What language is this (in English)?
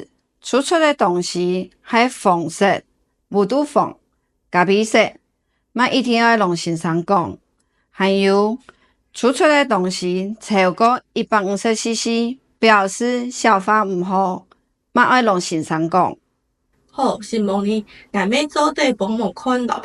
Hakka Chinese